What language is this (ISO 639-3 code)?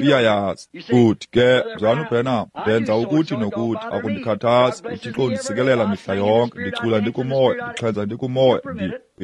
xho